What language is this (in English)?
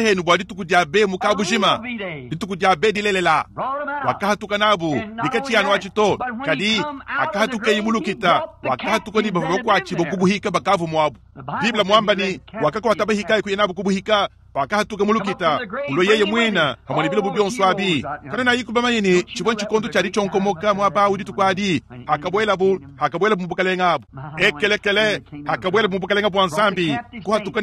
Luba-Lulua